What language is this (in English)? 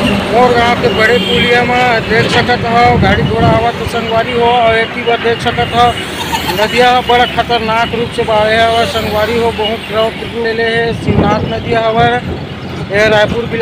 Chhattisgarhi